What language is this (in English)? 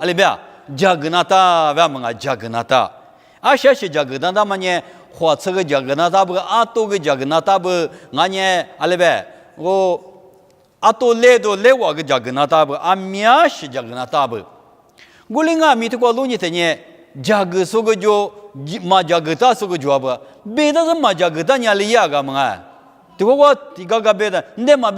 Lisu